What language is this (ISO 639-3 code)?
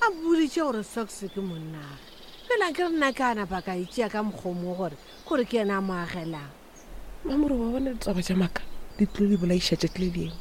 nso